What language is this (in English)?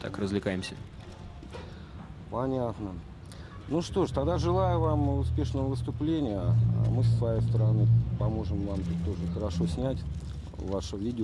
Russian